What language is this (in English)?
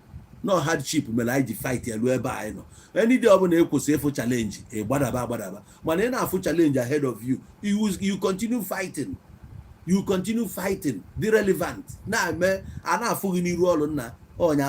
Igbo